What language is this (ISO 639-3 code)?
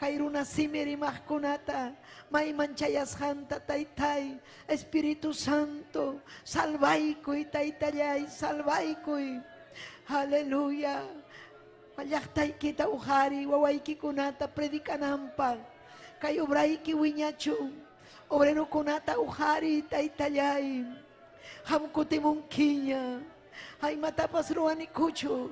quy